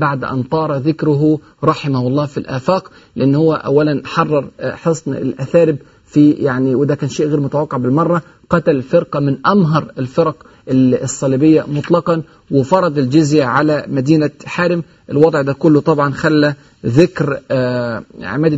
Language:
Egyptian Arabic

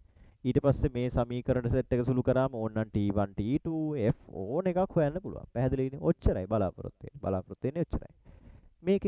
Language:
Sinhala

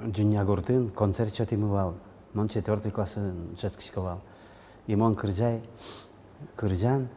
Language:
Udmurt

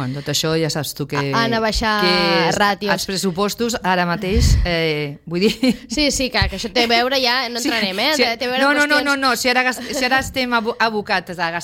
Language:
Catalan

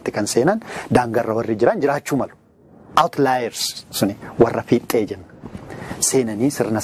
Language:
Oromo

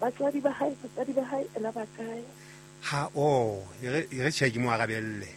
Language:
Southern Sotho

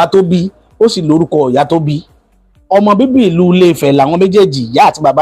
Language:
Yoruba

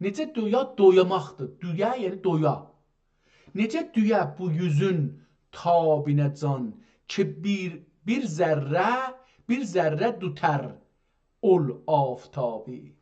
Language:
South Azerbaijani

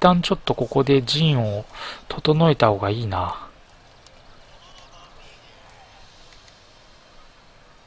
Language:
Japanese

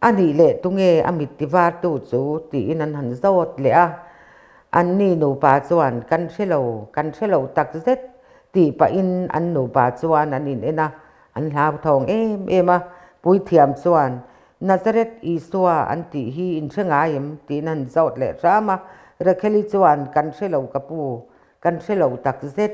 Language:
Mizo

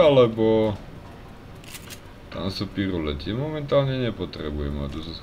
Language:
Slovak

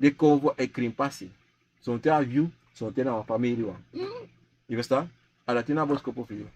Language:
Sranan Tongo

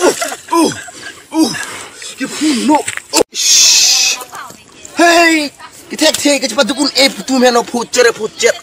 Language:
Karbi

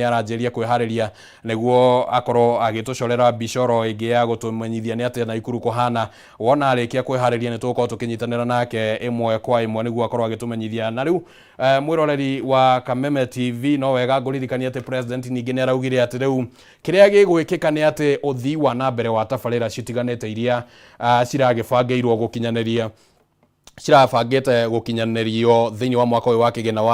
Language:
Kikuyu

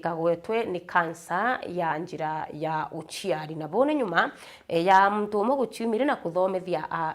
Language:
Meru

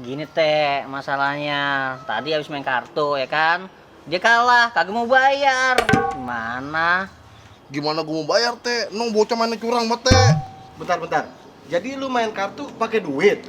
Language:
Betawi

